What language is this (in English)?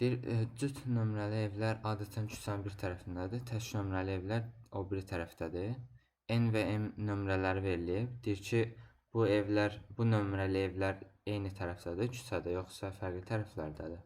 Azerbaijani